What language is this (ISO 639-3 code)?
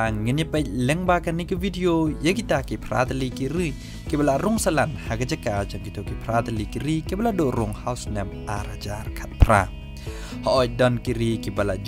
kha